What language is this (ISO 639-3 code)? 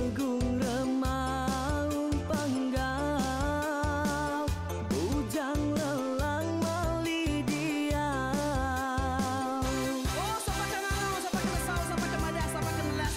iba